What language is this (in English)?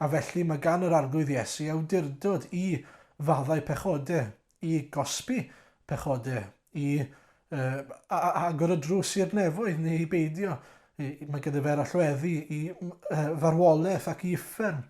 Welsh